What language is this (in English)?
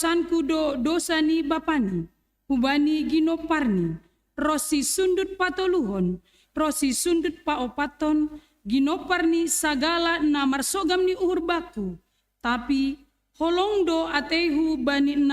Batak Simalungun